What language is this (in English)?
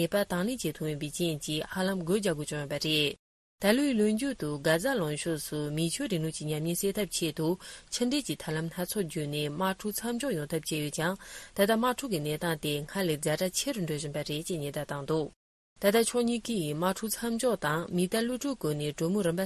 Tibetan